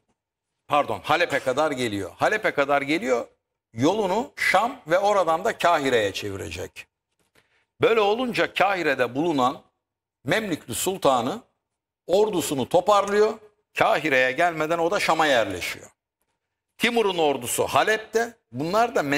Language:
Turkish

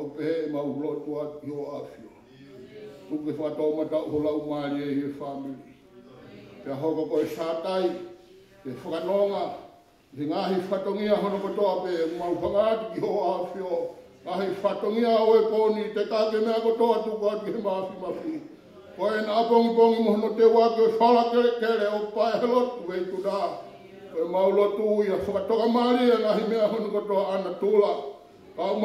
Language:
Tongan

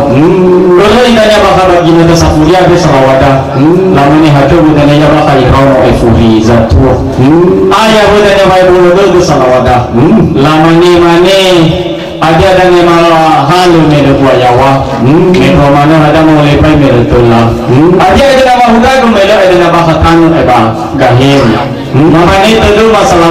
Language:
Nias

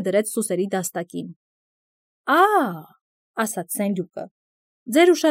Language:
Armenian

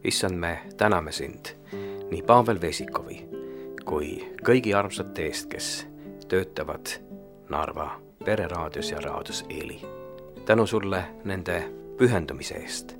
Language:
Estonian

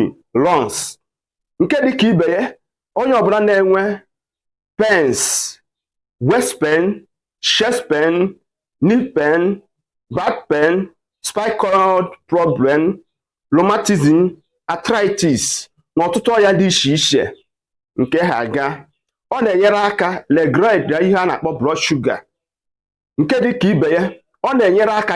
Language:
Igbo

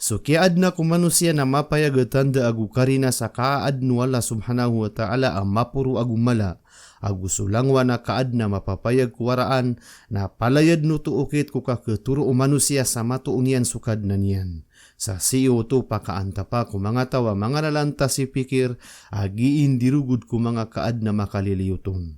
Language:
Maranao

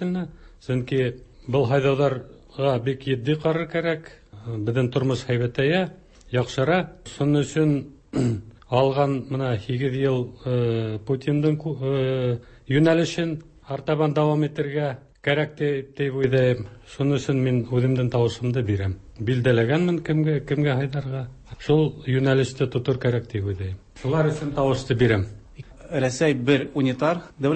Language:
Tatar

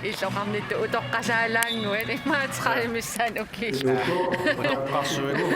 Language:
Kalaallisut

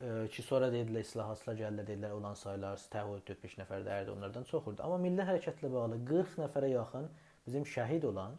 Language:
South Azerbaijani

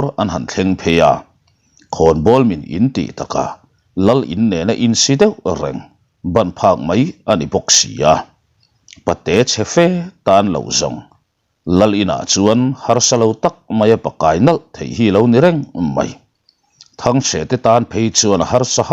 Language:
Mizo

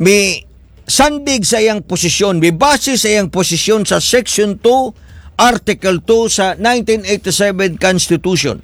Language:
Cebuano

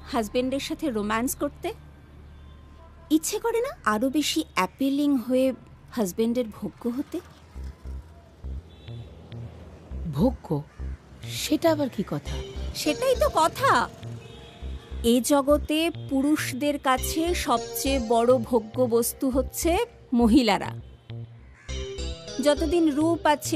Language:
Bangla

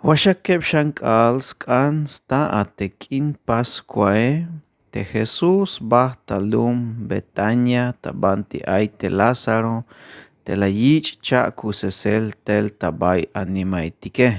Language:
Tzeltal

